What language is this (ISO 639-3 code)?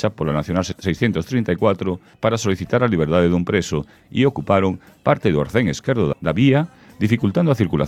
glg